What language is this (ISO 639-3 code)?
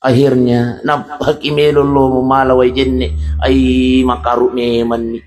bug